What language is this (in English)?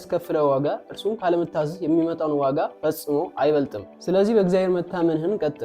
Amharic